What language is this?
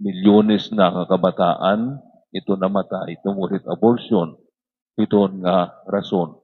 Waray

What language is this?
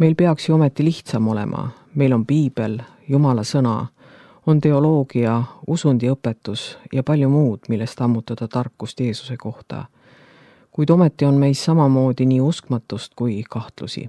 Estonian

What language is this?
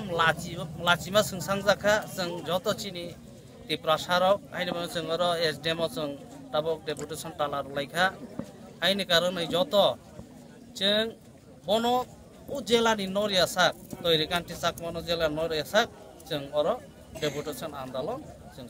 Kok Borok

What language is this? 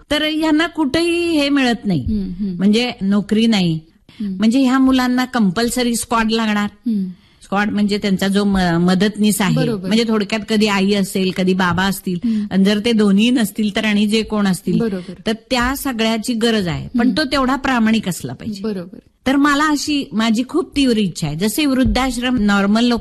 Marathi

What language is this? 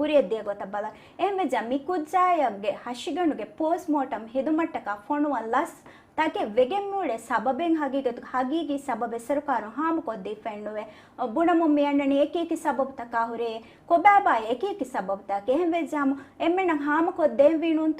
Divehi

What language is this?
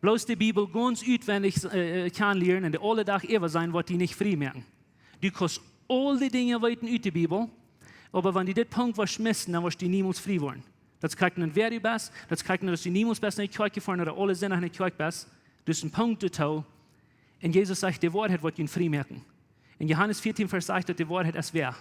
Plautdietsch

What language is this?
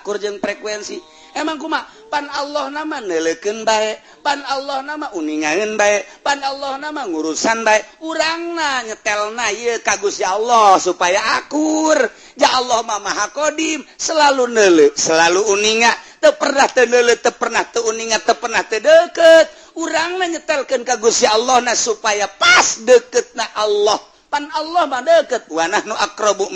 Sundanese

